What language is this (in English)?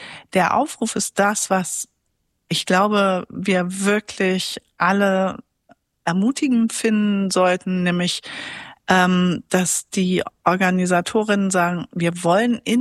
German